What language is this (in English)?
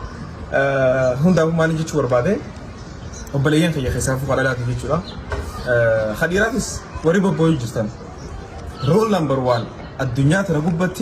Oromo